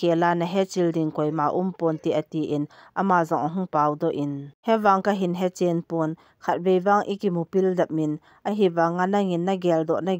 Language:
Thado Chin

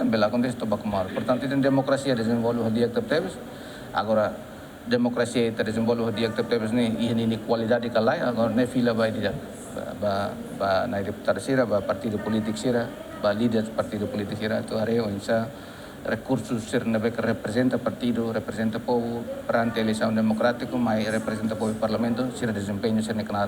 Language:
Tetum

